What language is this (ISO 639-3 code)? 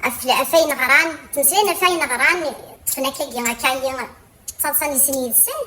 kab